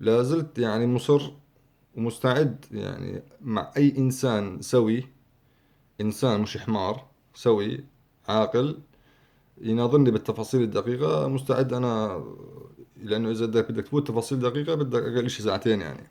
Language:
North Levantine Arabic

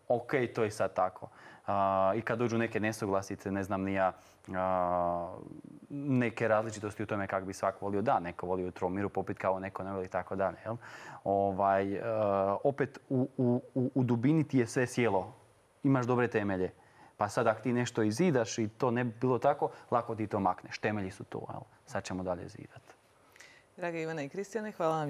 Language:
Croatian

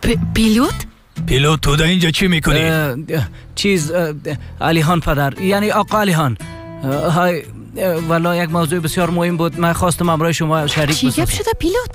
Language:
Tajik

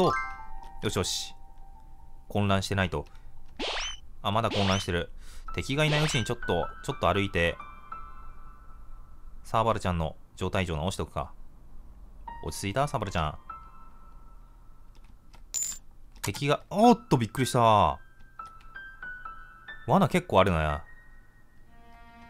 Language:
Japanese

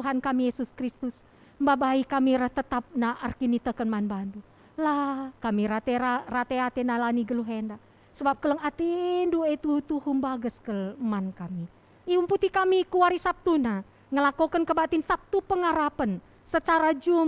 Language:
Batak Karo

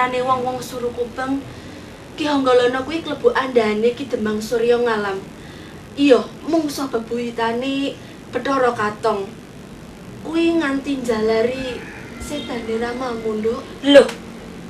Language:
Javanese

